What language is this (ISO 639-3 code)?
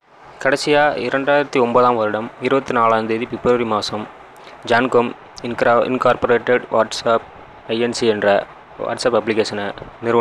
tam